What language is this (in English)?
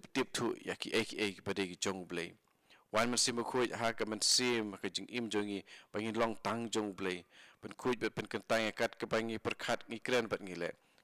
Khasi